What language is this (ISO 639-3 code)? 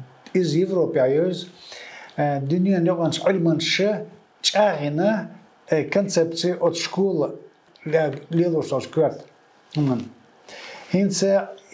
che